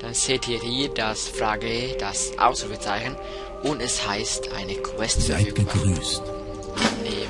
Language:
Swiss German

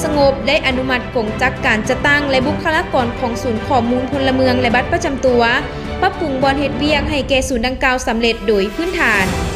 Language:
Lao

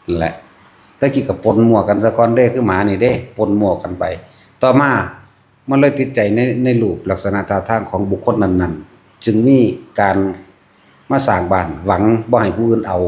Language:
Lao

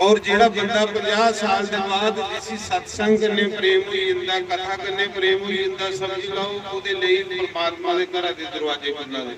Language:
Dogri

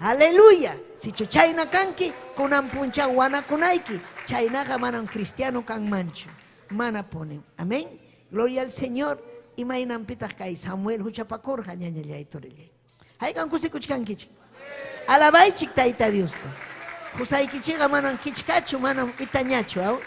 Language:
Ayacucho Quechua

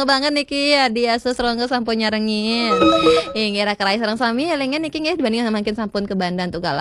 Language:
Balinese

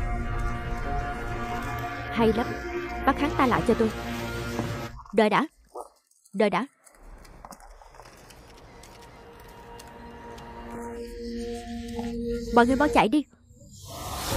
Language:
Vietnamese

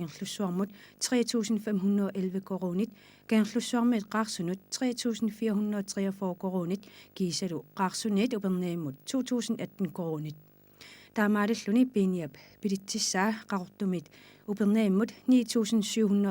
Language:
Kalaallisut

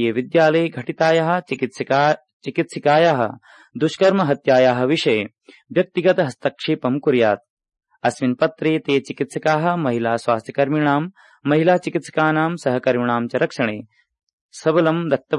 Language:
Sanskrit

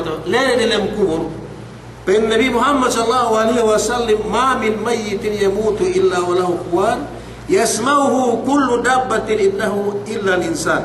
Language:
Yakan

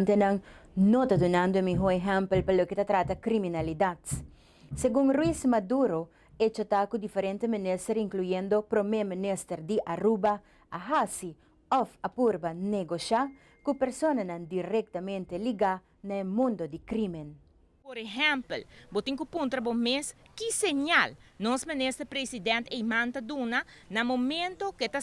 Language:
Papiamento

